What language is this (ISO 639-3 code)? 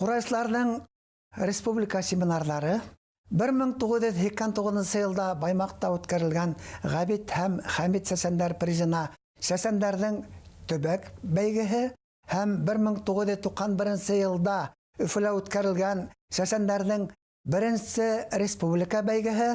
bak